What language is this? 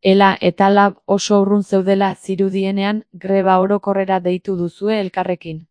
Basque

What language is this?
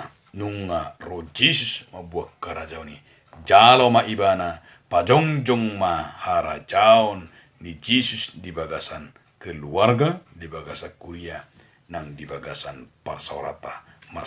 Batak Toba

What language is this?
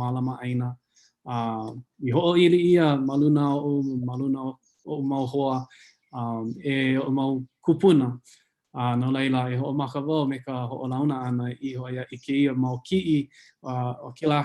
Hawaiian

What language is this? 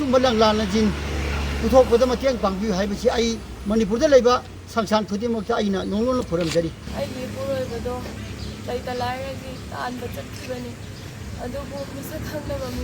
Manipuri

